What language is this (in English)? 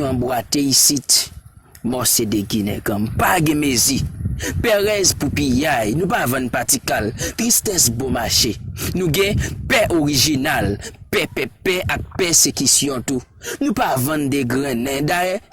Haitian Creole